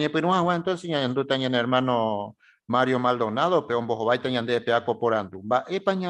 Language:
Guarani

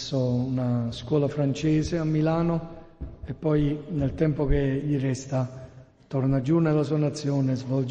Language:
Italian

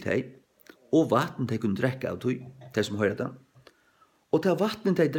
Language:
Faroese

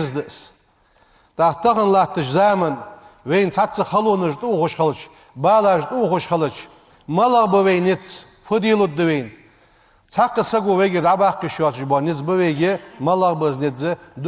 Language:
Ingush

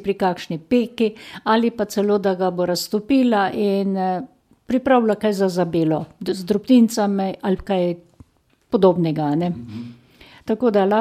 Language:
Slovenian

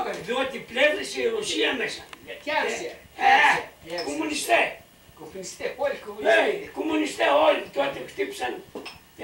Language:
Greek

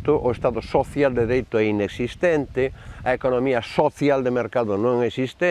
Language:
Galician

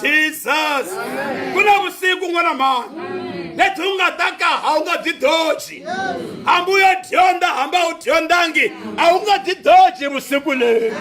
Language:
Tsonga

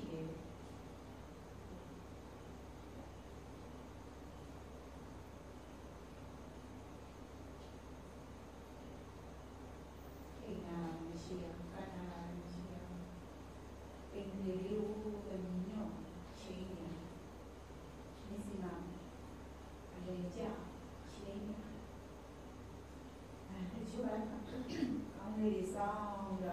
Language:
Burmese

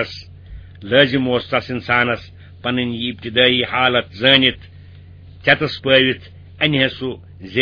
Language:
Kashmiri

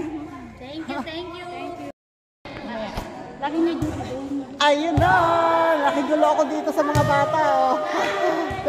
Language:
Filipino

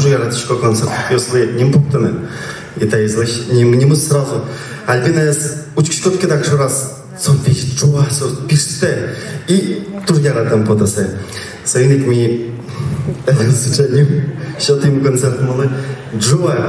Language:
Udmurt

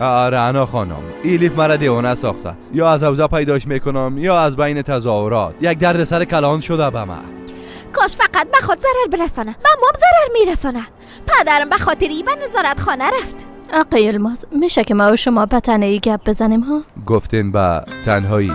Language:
Persian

